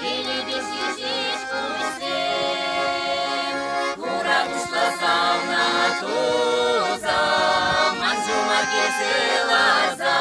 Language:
Chuvash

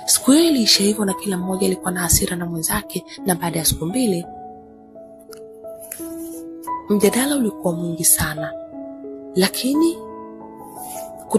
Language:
Swahili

